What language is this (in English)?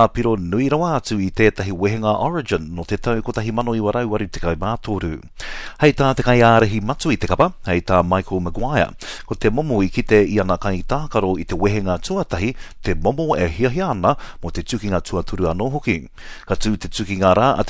Māori